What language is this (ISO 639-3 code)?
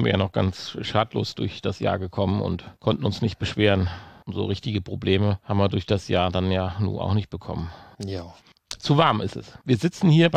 deu